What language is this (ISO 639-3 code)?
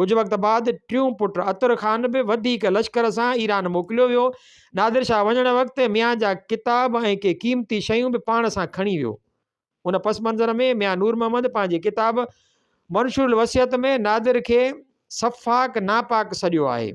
snd